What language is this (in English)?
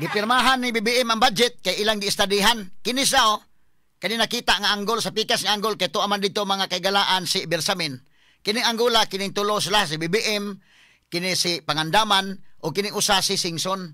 Cebuano